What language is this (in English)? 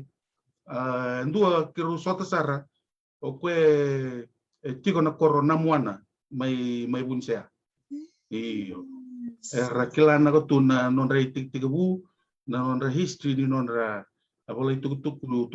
Fijian